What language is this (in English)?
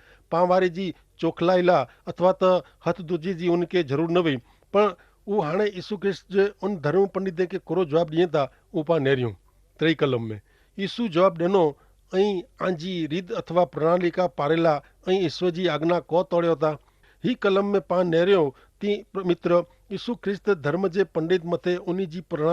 Kachhi